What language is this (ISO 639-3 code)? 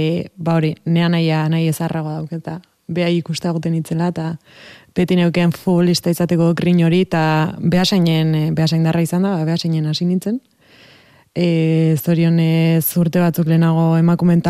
eus